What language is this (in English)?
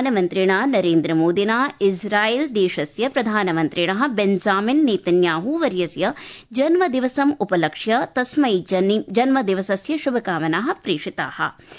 Sanskrit